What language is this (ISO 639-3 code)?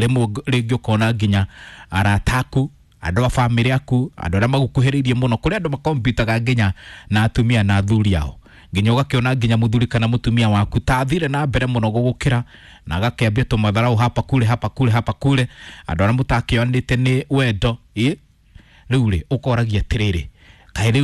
kik